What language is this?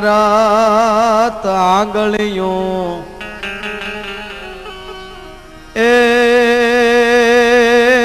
Gujarati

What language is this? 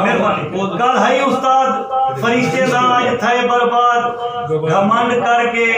Saraiki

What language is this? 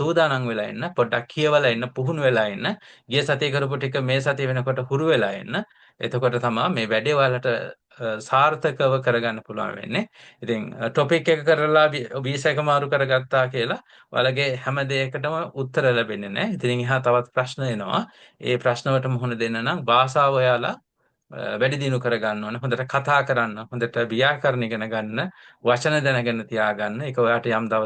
Sinhala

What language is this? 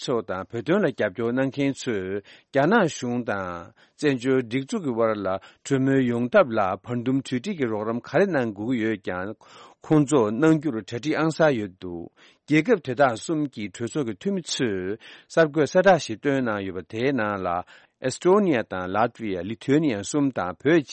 Tibetan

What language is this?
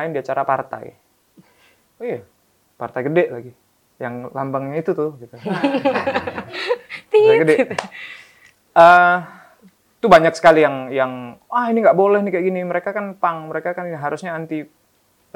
Indonesian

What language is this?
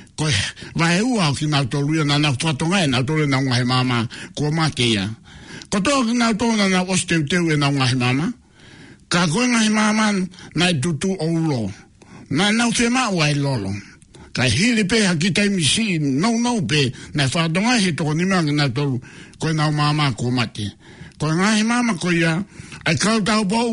Tongan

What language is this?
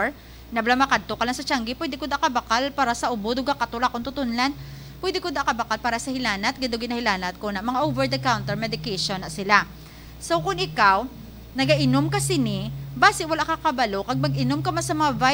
Hiligaynon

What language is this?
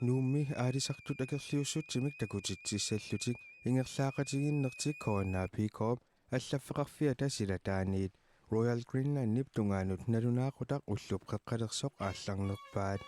Kalaallisut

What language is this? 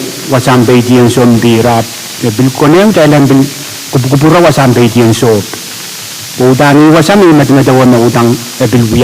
Pohnpeian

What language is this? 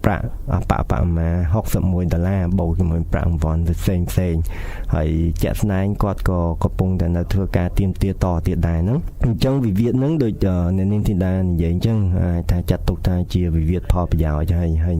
Khmer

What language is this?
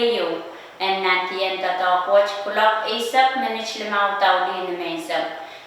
Pohnpeian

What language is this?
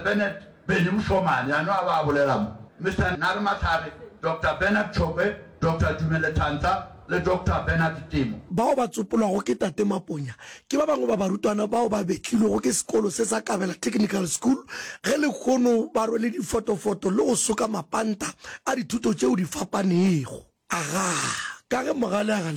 Northern Sotho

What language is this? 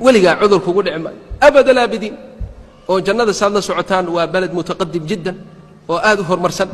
Somali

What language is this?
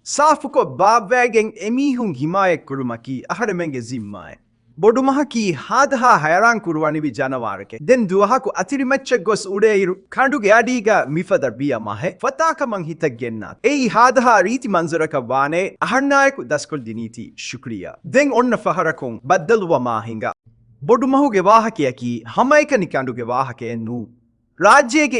Divehi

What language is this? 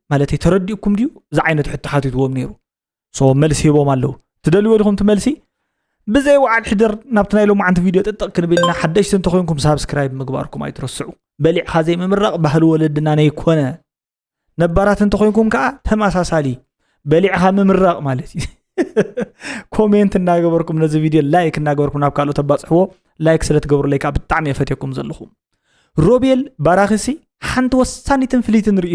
Tigrinya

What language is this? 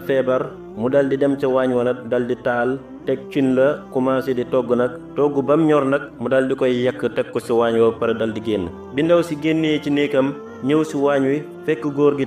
Wolof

